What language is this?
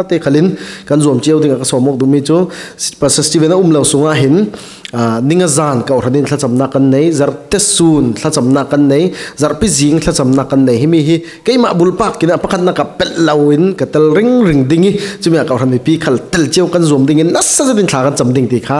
Falam Chin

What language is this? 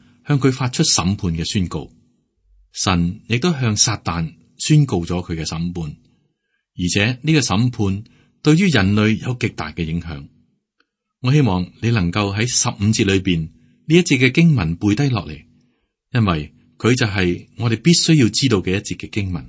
Cantonese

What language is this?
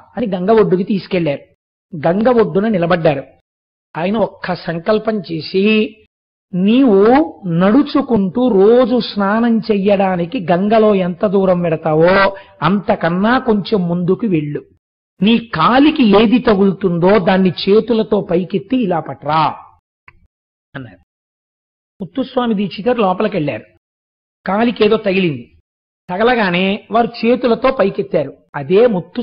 Telugu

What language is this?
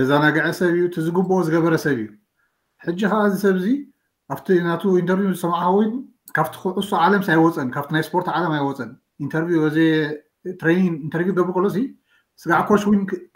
Tigrinya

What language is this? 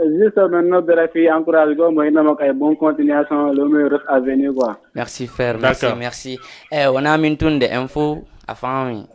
Fula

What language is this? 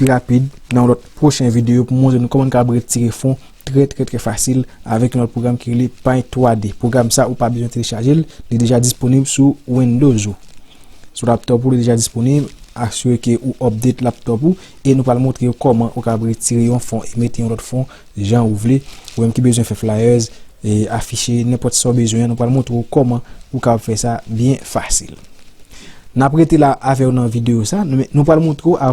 Haitian Creole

